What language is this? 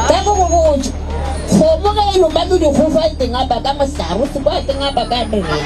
Northern Sotho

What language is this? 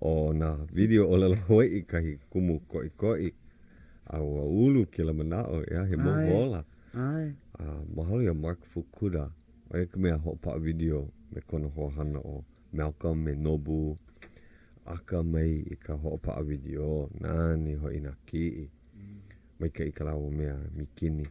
Hawaiian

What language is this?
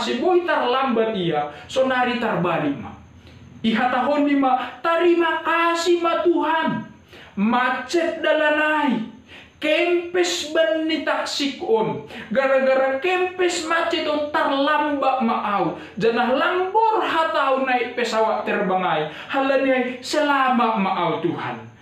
Batak Simalungun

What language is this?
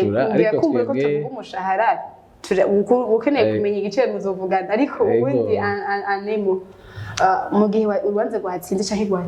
Rundi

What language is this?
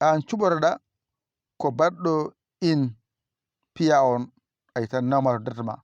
Fula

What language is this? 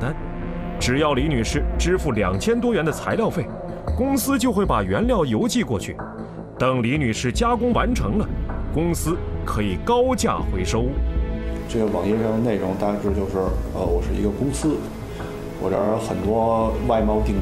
Chinese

